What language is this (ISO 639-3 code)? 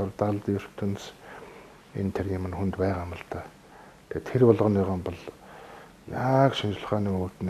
mon